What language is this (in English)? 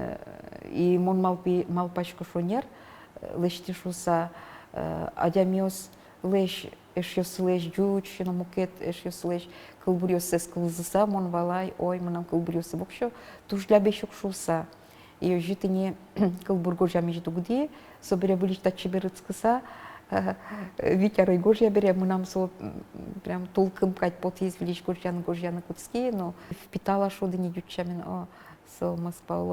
Udmurt